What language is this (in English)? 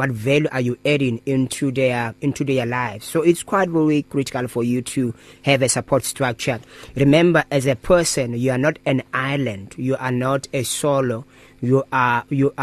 English